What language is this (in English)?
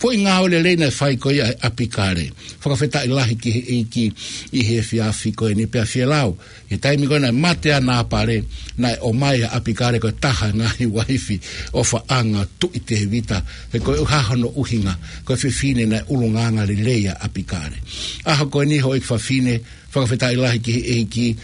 Tongan